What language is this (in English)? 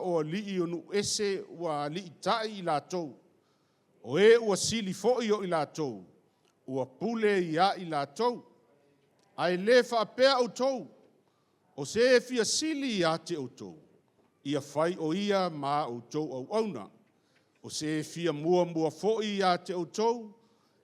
Samoan